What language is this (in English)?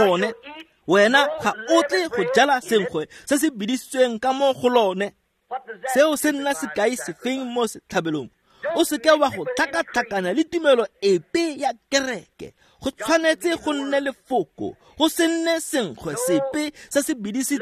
Tswana